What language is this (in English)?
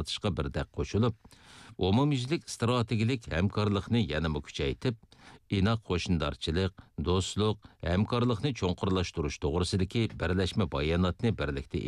Uyghur